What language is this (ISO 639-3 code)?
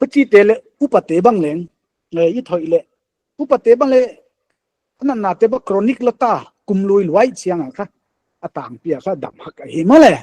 pck